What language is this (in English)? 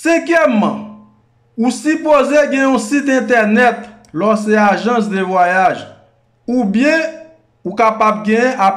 Haitian Creole